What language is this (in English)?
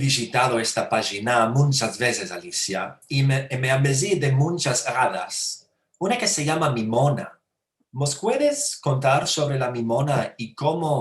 Ladino